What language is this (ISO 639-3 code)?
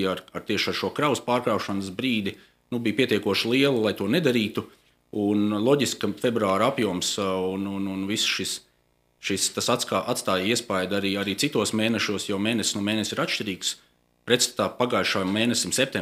lav